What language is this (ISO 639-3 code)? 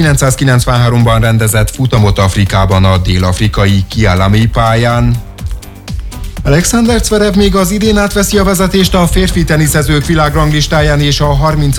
hun